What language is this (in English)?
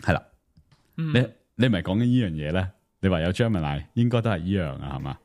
Cantonese